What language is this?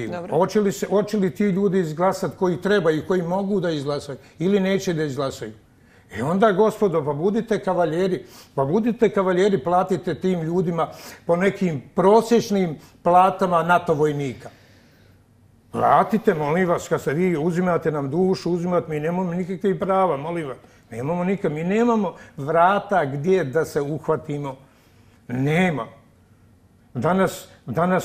Bosnian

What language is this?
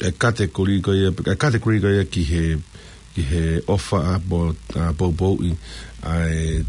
Tongan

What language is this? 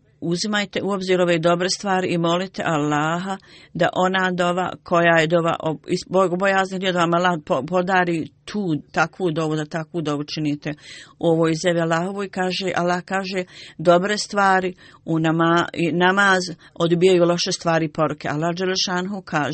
Bosnian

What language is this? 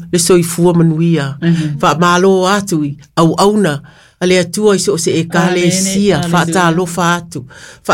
Samoan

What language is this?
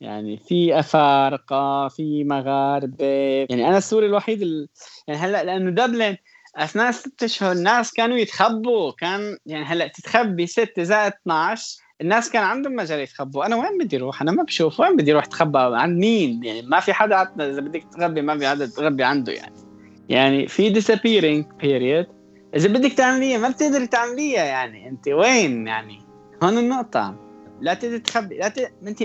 North Levantine Arabic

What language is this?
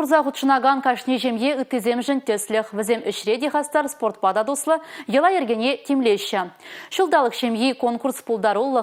Chuvash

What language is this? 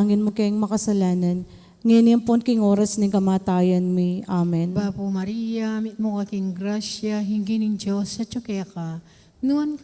Pampanga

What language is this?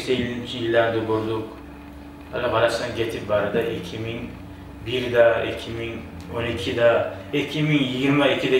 Kumyk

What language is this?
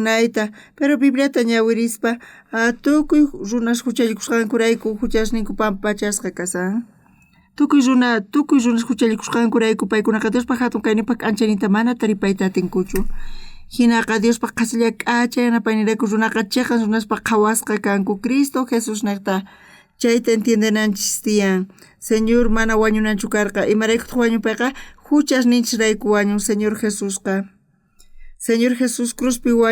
South Bolivian Quechua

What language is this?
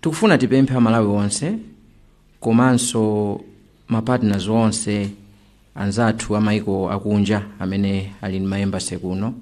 Nyanja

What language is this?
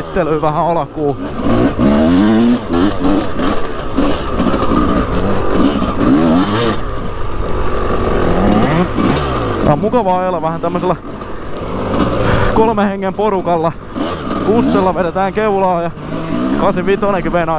Finnish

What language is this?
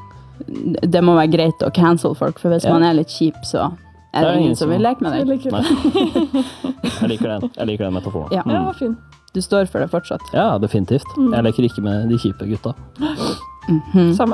Norwegian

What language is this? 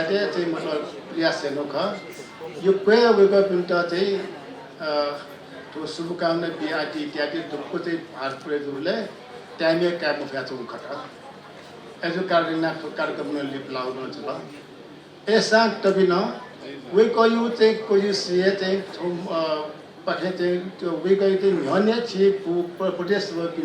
Newari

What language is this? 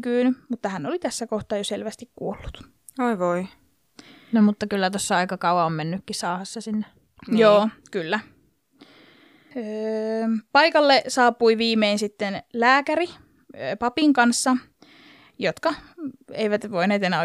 Finnish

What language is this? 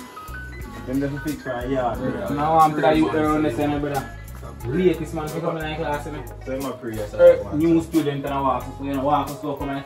Jamaican Creole English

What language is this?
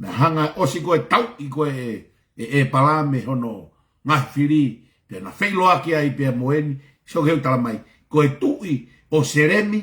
Tongan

